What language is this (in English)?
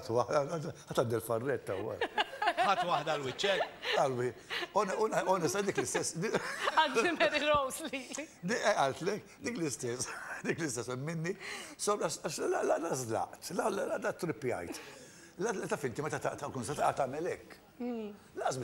Maltese